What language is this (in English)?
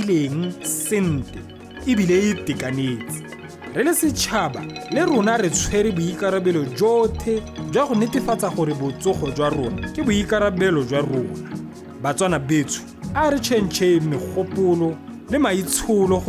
Tswana